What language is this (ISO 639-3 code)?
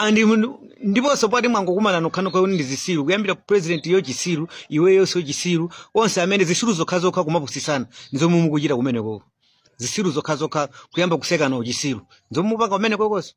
nya